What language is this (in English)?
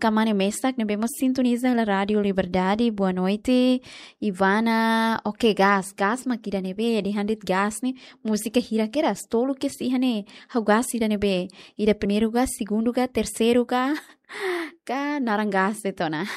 Tetum